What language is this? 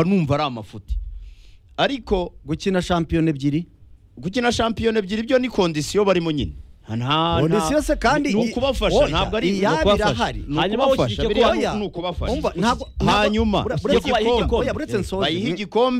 Kinyarwanda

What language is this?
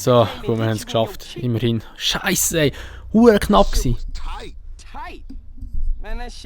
Swiss German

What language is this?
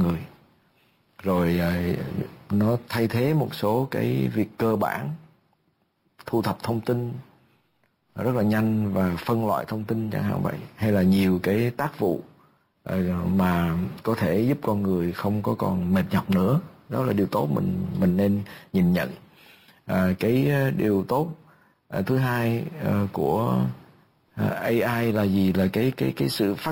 Vietnamese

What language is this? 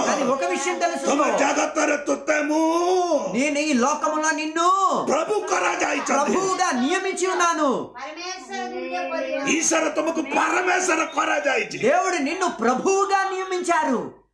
Telugu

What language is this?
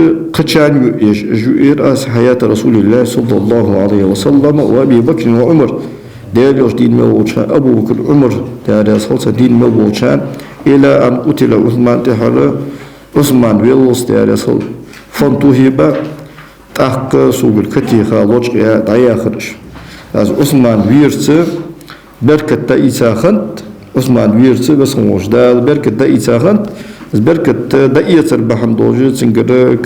Ingush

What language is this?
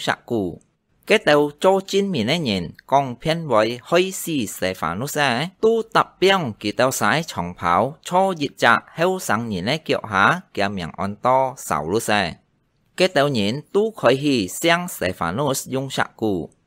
Hakka Chinese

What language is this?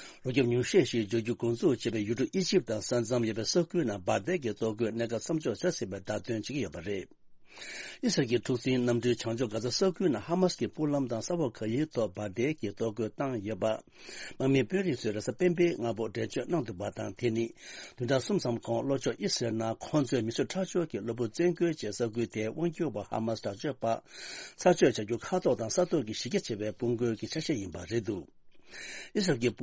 Tibetan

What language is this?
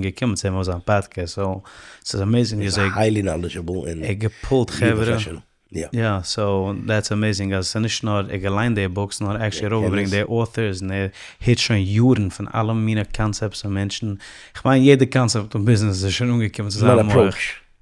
Yiddish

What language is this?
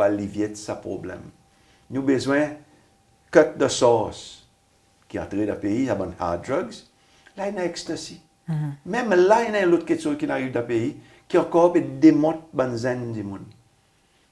Seselwa Creole French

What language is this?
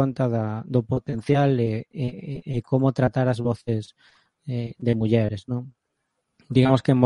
Galician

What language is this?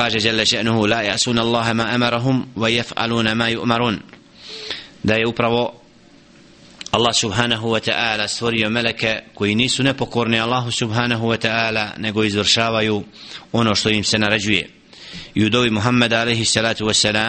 Bosnian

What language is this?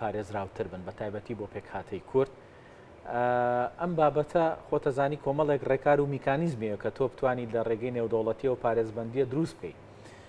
Central Kurdish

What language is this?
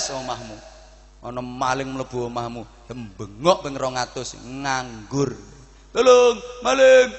Javanese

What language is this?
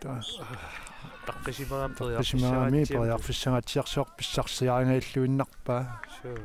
Kalaallisut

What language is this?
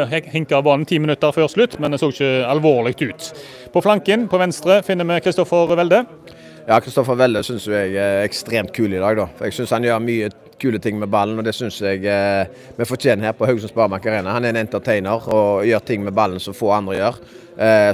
Norwegian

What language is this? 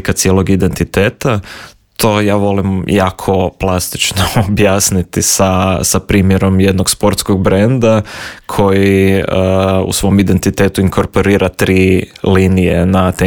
Croatian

